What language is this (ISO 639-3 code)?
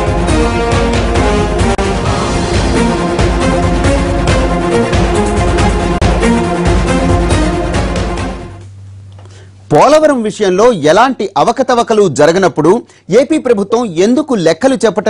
tel